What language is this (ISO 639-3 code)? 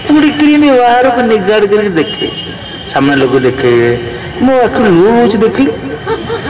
ori